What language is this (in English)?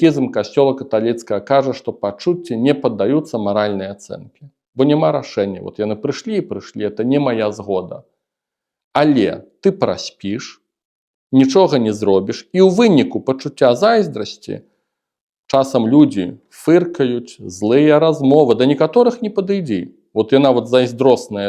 Belarusian